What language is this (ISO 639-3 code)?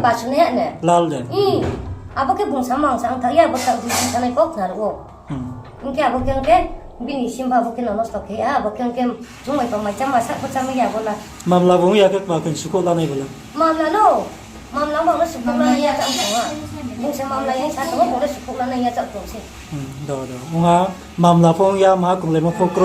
ria